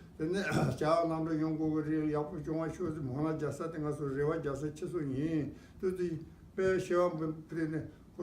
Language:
Tibetan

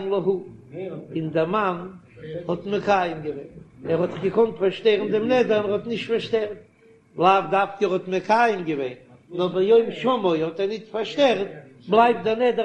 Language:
Yiddish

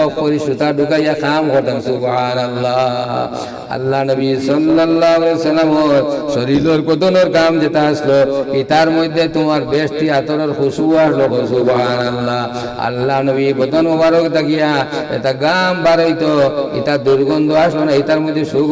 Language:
Sylheti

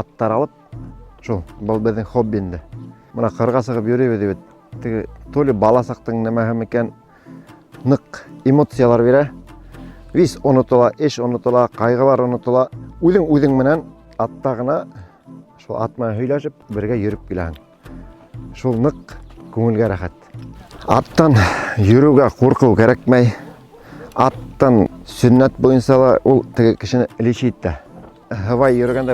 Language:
Bashkir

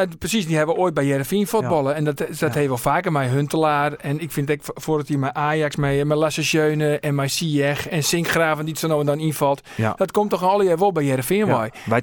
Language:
Western Frisian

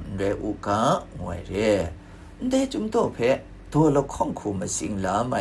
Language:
Kachin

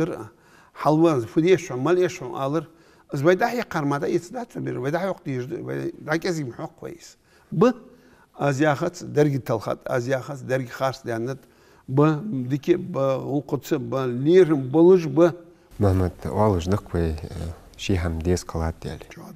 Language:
Ingush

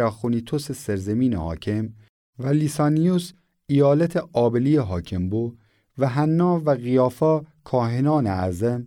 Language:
Gilaki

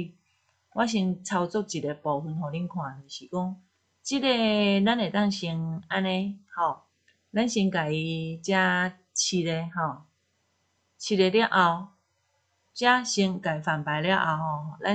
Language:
Min Nan Chinese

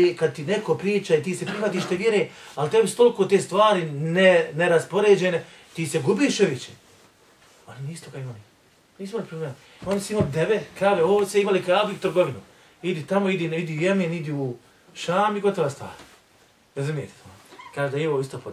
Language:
Bosnian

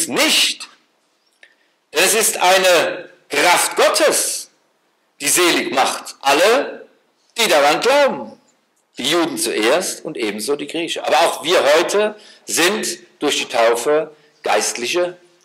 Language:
German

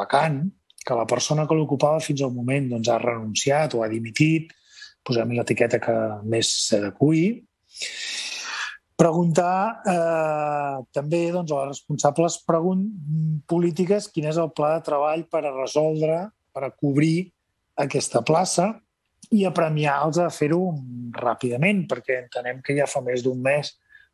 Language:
Catalan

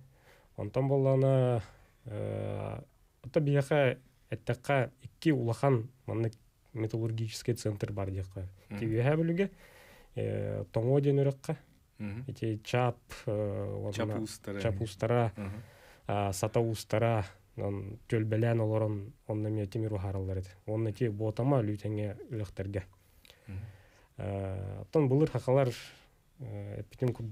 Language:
Yakut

